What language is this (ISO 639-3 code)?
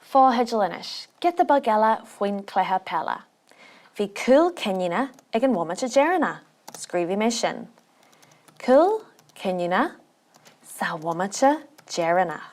gle